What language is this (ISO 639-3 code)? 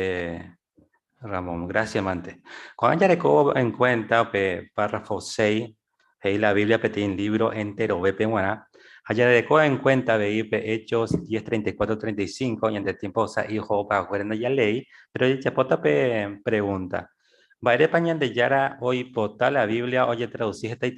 grn